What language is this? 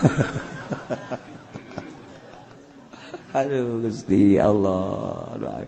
Sundanese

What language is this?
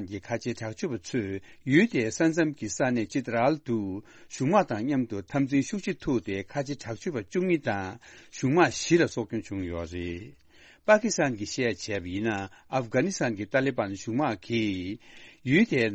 Tibetan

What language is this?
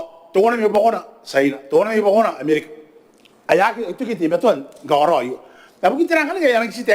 Gilbertese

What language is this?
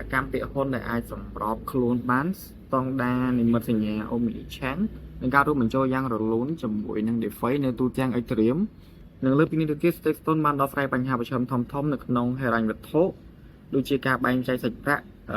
Khmer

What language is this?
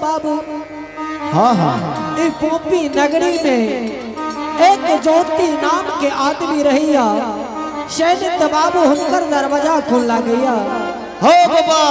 Angika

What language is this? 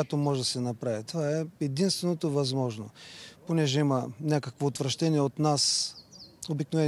Bulgarian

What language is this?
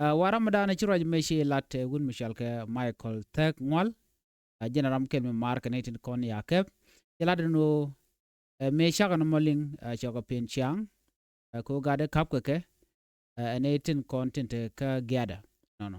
Nuer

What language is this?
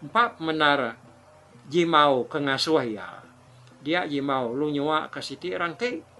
Iban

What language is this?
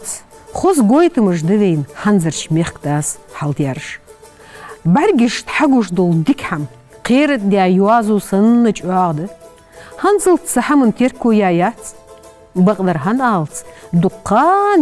Ingush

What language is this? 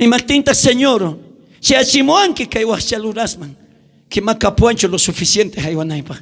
South Bolivian Quechua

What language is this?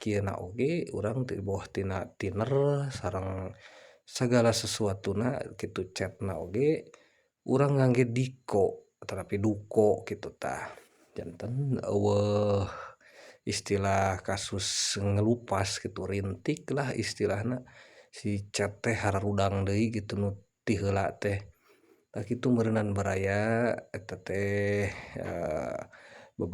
Sundanese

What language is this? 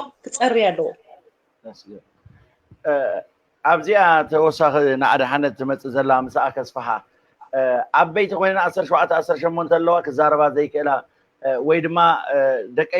Tigrinya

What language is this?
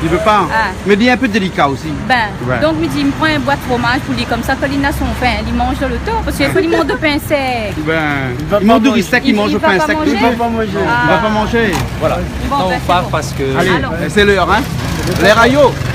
Réunion Creole French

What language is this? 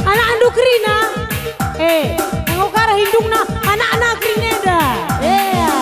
Batak Karo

